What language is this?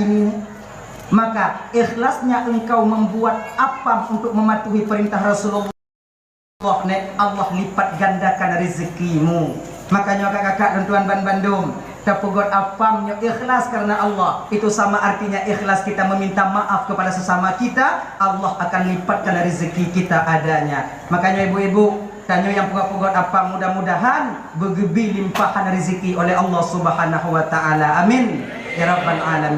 Achinese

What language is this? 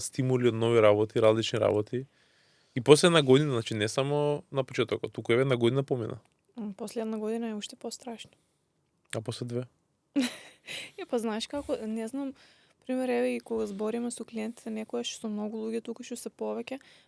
Macedonian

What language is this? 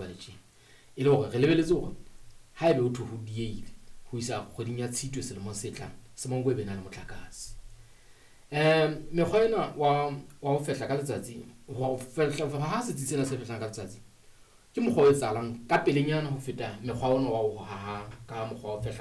Southern Sotho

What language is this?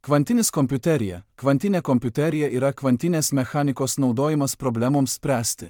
Lithuanian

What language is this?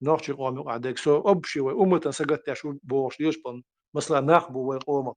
Chechen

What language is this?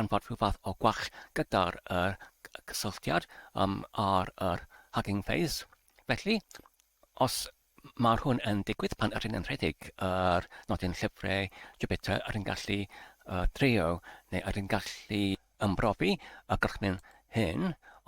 Welsh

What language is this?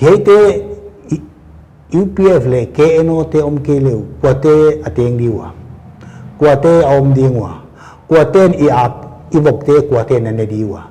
Paite Chin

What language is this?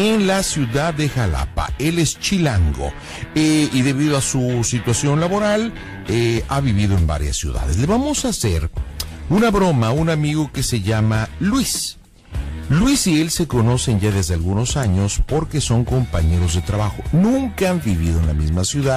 Spanish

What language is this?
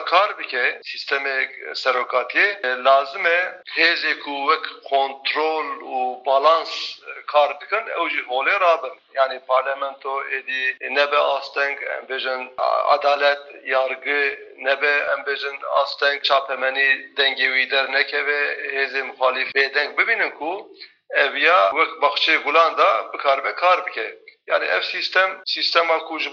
Kurdish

